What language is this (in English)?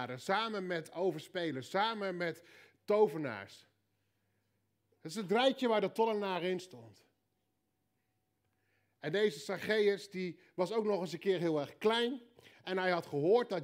Dutch